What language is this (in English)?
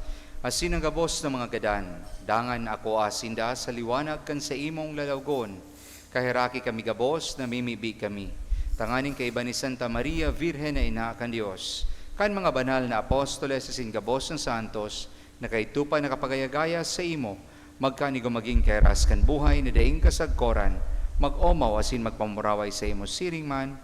Bikol